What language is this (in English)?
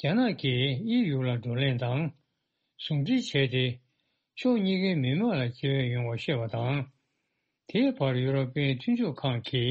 Tibetan